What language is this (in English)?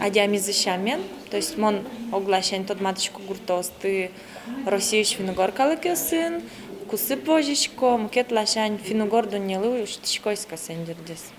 Udmurt